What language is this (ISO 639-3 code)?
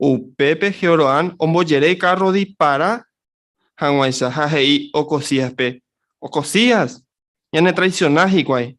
grn